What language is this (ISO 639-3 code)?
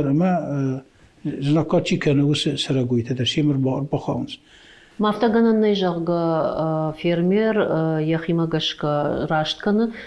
oss